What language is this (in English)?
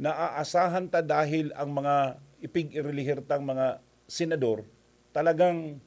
Bikol